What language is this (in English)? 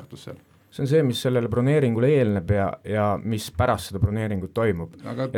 Estonian